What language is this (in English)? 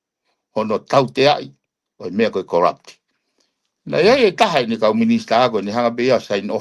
Tongan